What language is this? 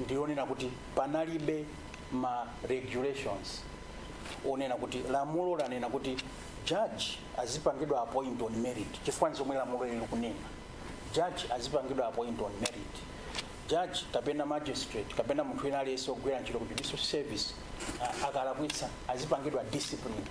Nyanja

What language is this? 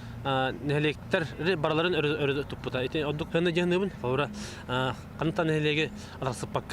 Yakut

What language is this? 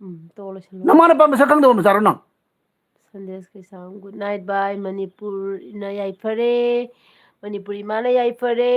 Manipuri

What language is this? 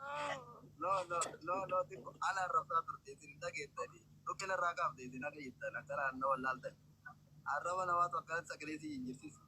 Oromo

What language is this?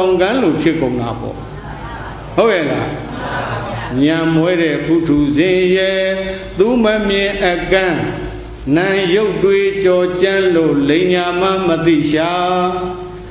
Burmese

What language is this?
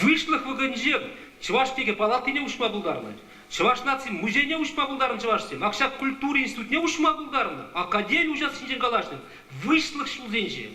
Chuvash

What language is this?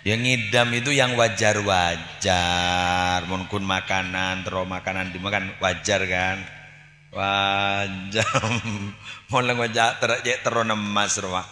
Madurese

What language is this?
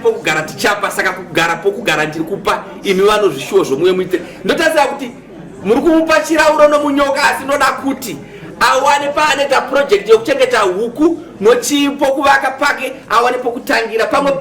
Shona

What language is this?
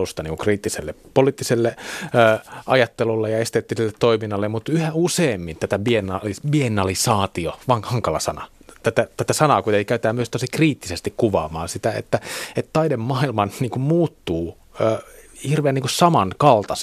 Finnish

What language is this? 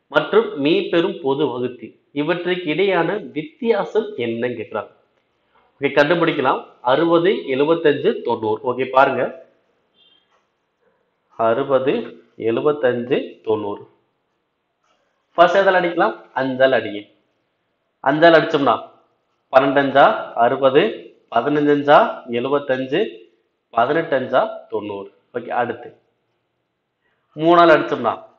Tamil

